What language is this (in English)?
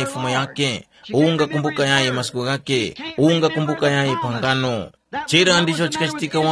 Tumbuka